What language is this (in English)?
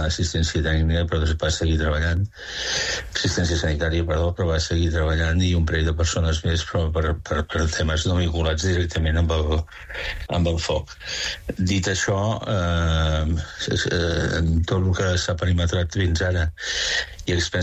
Catalan